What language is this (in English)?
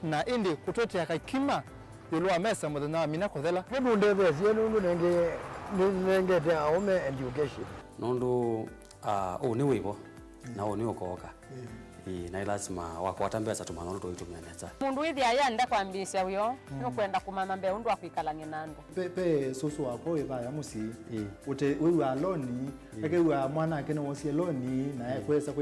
Kamba